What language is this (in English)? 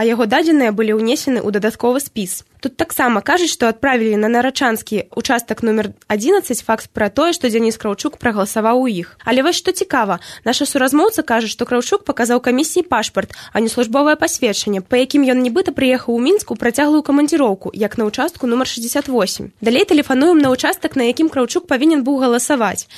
Belarusian